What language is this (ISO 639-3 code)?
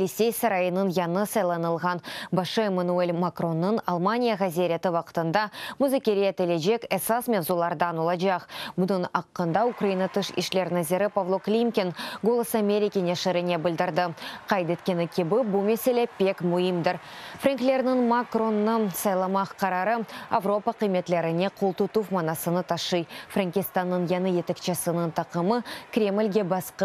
crh